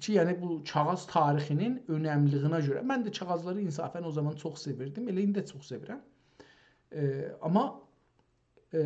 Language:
South Azerbaijani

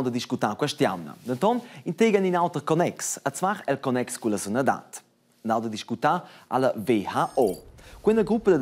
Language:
Romansh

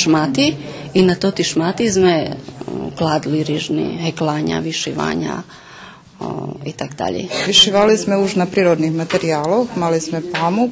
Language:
Rusyn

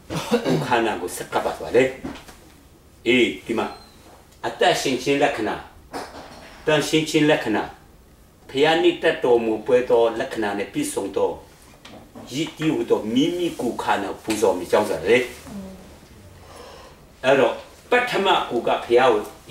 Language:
Burmese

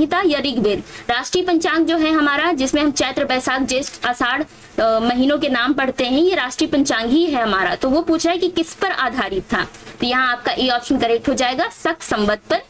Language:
Hindi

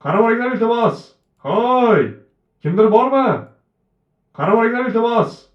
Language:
Uzbek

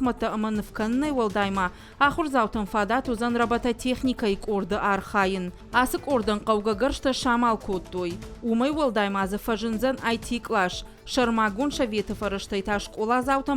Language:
Ossetic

